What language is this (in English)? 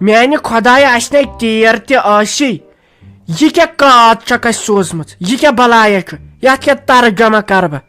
Kashmiri